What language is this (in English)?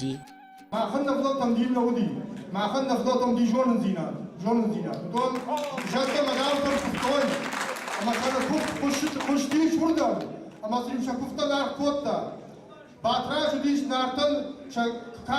Ossetic